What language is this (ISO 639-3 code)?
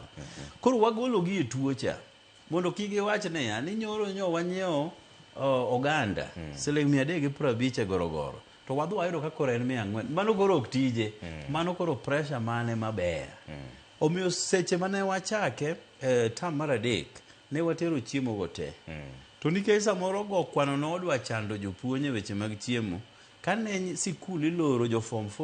luo